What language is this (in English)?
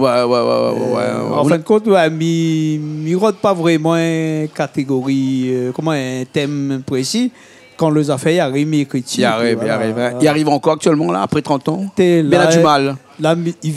Réunion Creole French